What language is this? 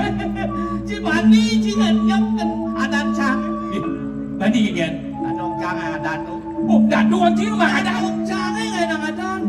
Balinese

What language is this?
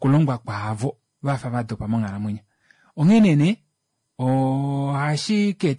Kuanyama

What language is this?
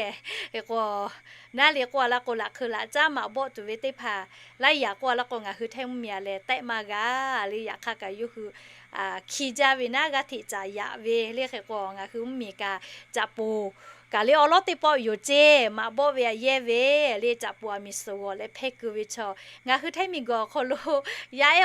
Lahu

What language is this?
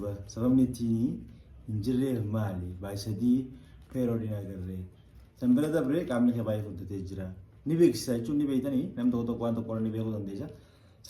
Oromo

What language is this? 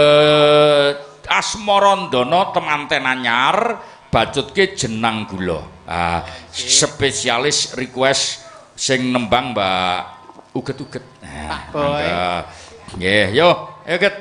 Javanese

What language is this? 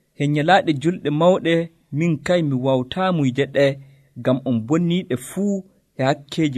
Nigerian Fulfulde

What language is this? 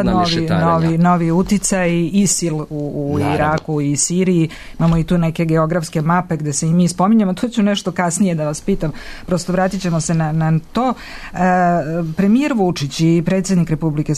Serbian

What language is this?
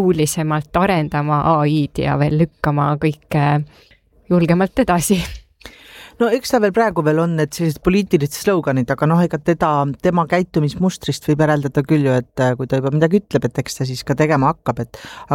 Estonian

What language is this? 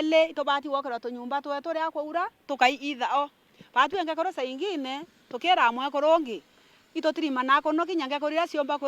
Meru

